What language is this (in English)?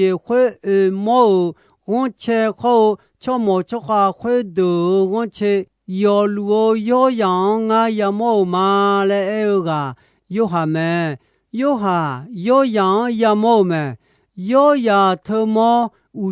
Akha